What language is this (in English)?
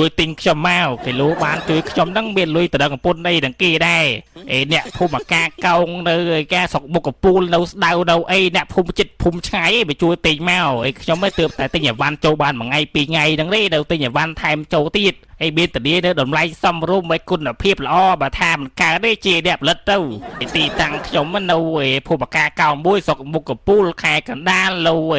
Khmer